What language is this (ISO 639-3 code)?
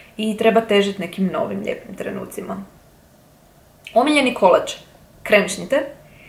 hrv